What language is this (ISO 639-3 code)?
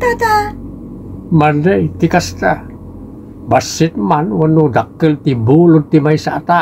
ilo